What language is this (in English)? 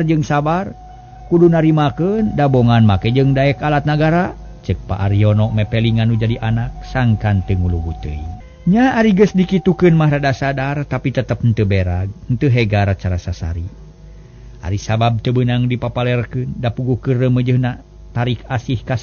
Sundanese